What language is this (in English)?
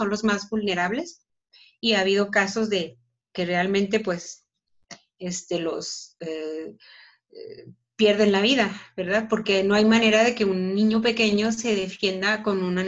Spanish